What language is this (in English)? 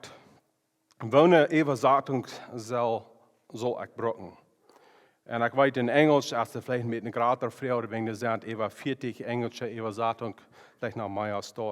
Plautdietsch